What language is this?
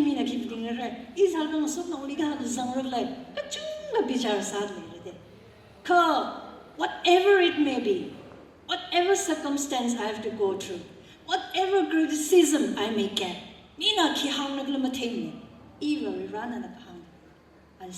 Tangkhul Naga (India)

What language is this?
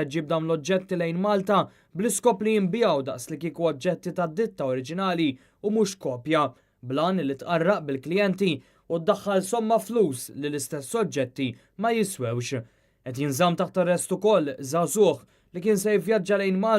Maltese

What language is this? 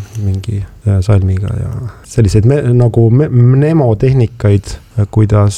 Estonian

